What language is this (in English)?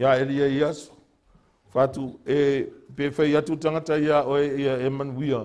Samoan